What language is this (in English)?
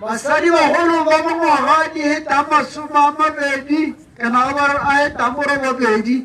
Tswana